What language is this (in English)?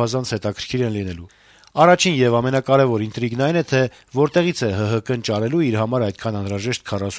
Armenian